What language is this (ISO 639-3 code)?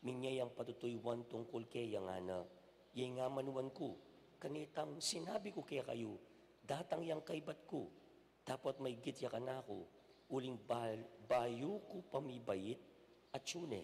pam